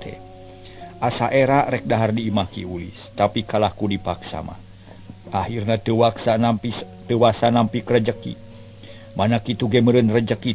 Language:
Sundanese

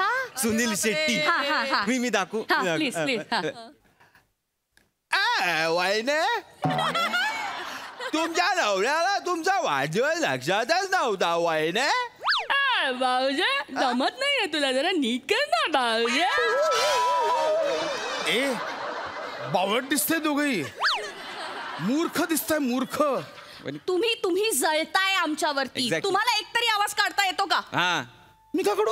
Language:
Marathi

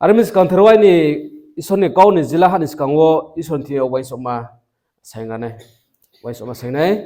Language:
Riang (India)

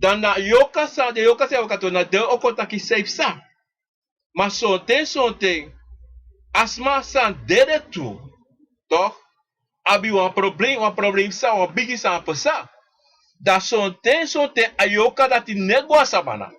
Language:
Sranan Tongo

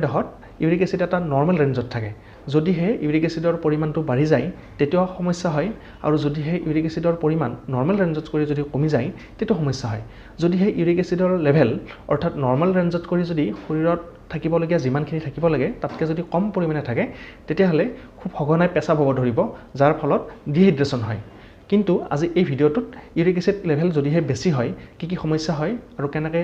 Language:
Assamese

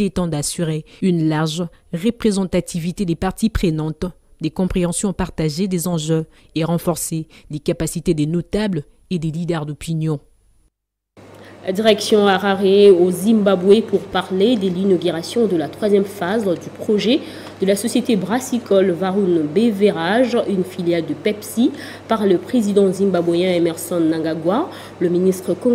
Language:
French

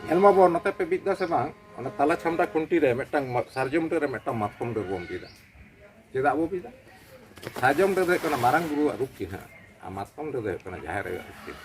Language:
Santali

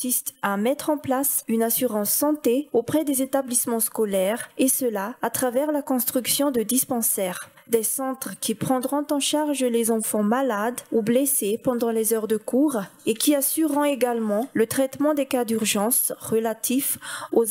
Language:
French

